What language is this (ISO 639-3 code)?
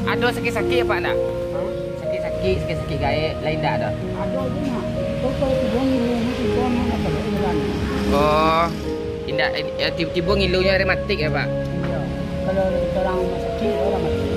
min